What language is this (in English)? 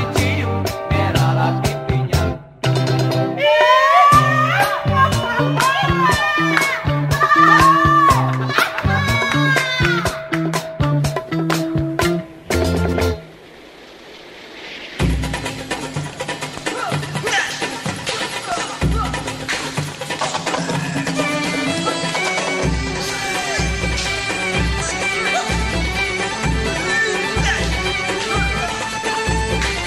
Indonesian